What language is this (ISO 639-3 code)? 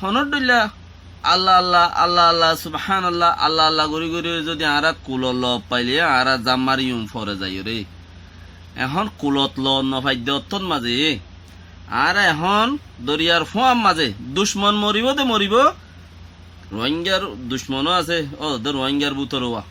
rhg